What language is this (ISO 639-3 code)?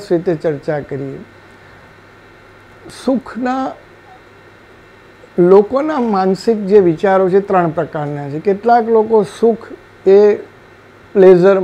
guj